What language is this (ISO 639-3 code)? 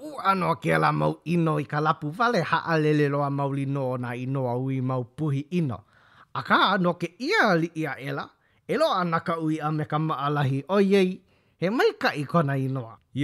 haw